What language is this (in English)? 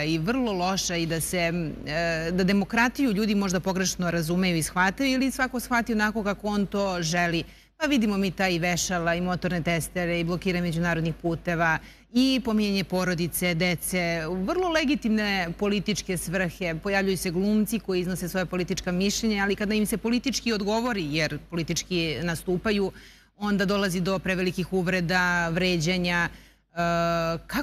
Serbian